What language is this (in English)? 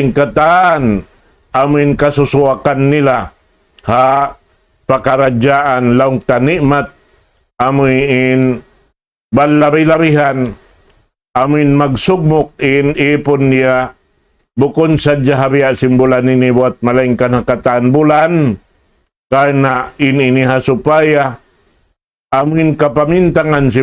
Tausug